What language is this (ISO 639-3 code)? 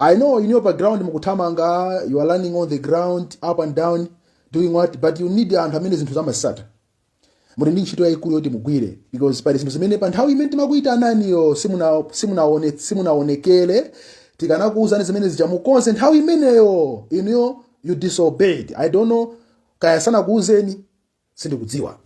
nya